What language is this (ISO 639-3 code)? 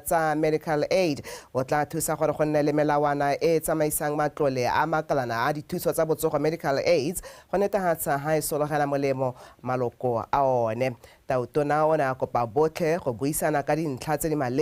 tsn